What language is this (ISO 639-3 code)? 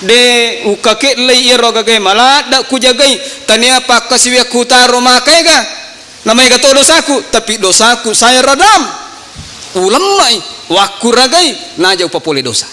bug